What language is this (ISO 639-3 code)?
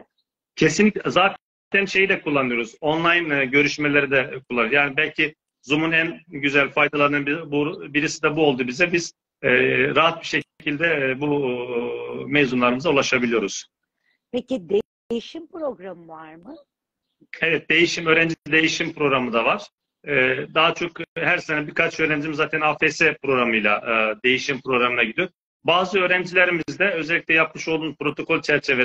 tur